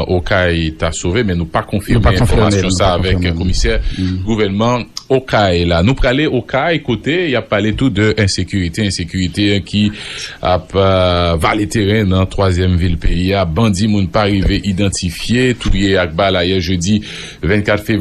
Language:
Haitian Creole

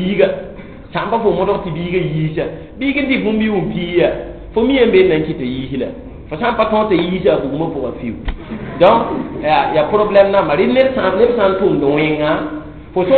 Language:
Mossi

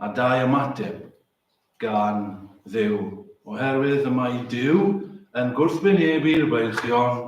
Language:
Welsh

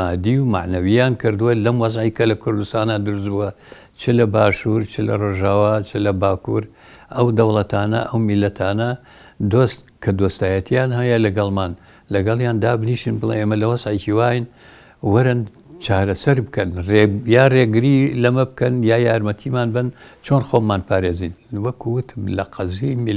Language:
Central Kurdish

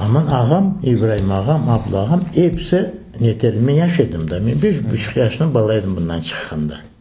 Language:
Crimean Tatar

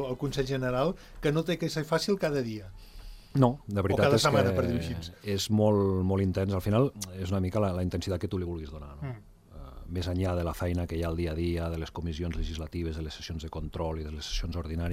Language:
Catalan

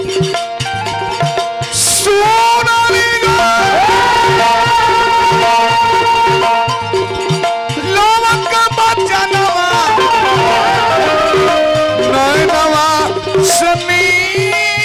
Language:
Bhojpuri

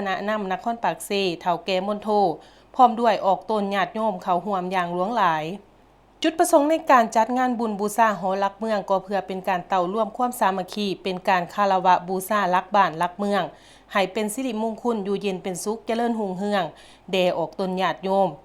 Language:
Lao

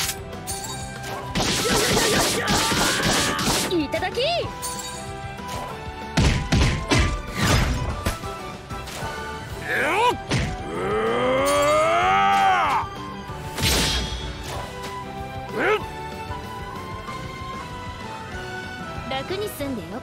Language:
Japanese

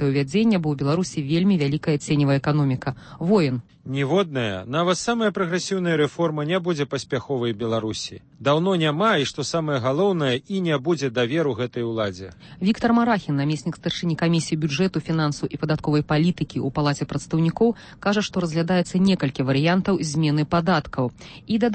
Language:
Belarusian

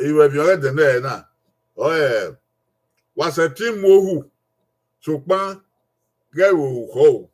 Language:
Bini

